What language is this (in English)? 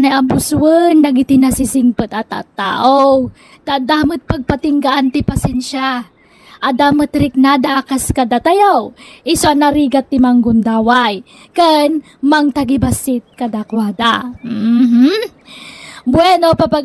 Iloko